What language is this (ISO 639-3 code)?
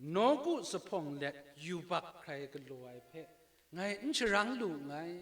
kac